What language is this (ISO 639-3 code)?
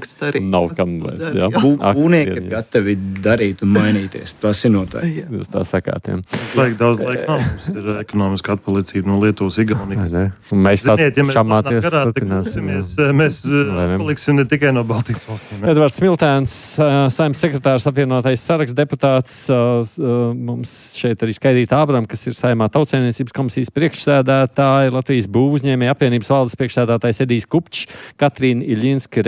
lav